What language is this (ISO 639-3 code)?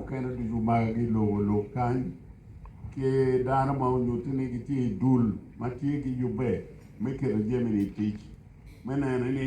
ach